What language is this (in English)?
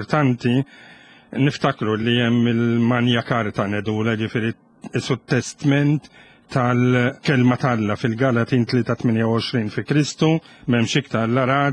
Maltese